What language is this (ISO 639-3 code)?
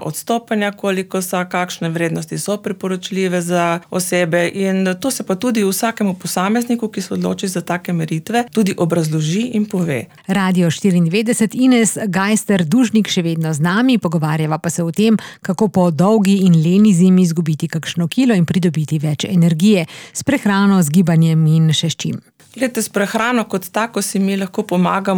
slv